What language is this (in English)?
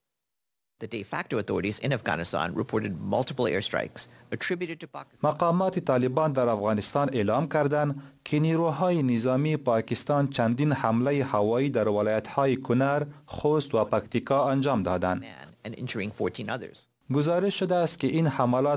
Persian